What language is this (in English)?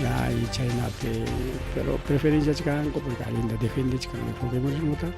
Ayacucho Quechua